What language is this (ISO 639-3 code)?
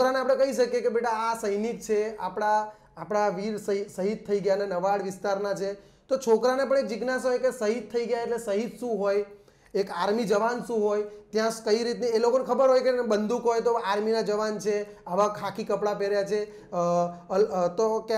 guj